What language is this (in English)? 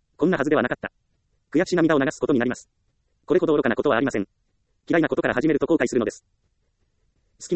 Japanese